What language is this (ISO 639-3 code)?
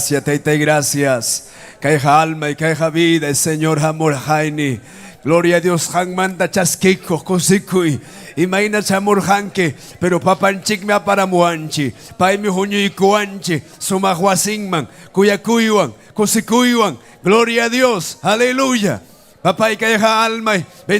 quy